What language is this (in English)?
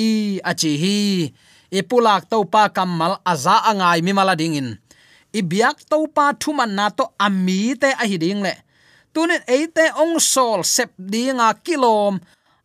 Tedim Chin